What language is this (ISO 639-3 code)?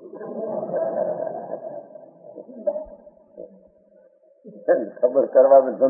guj